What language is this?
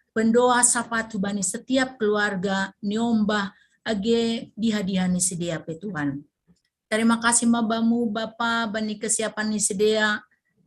Batak Simalungun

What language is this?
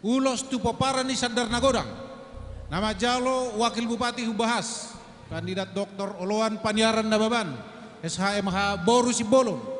Batak Toba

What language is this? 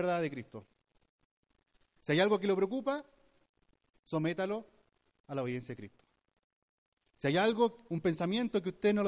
Spanish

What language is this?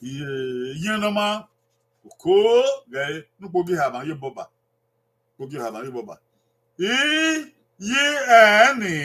Bini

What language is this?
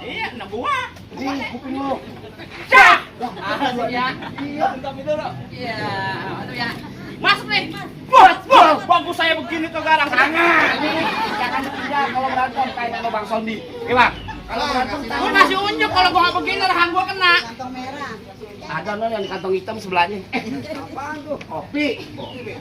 Betawi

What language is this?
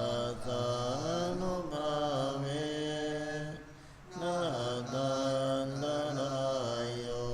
Pali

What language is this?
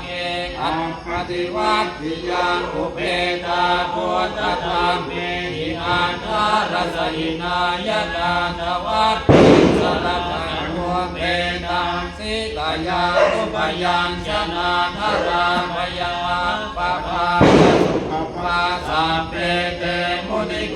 Pali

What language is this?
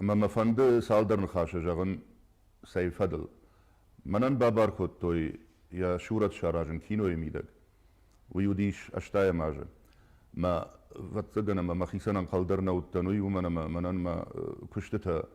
Ossetic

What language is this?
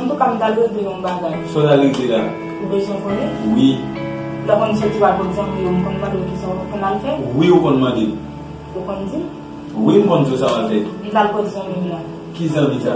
Haitian Creole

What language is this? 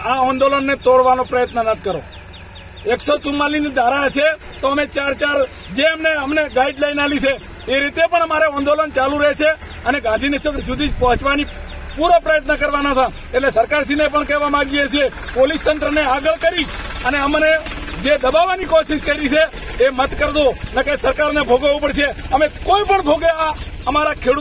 Gujarati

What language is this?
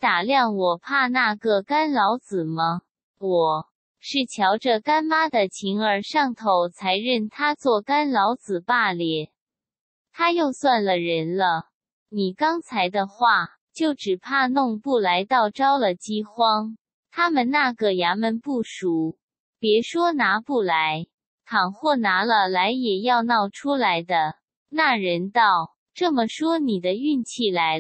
Chinese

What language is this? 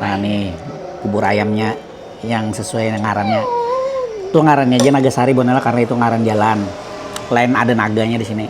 Banjar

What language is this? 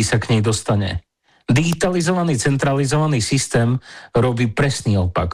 Slovak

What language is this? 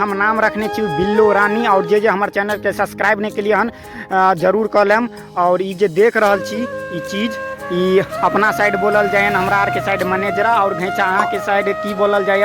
Maithili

